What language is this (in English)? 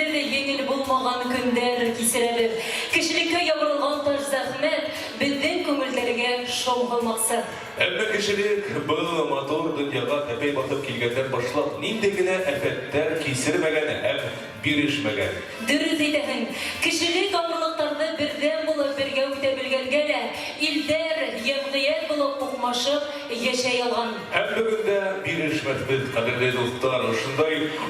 Bashkir